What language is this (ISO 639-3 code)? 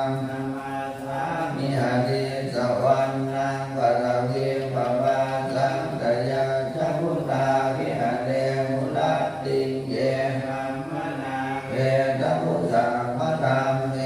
pli